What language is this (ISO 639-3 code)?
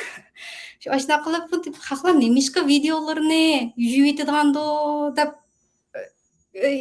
uig